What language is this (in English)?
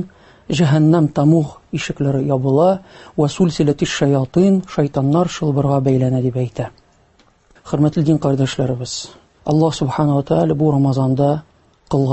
Tatar